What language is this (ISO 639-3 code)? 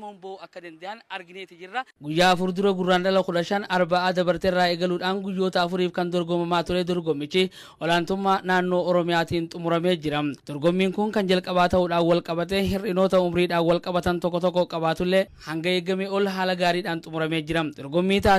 orm